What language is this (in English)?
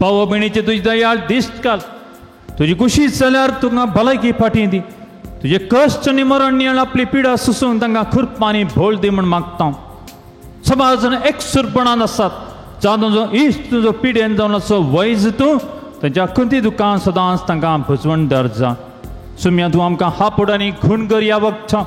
Konkani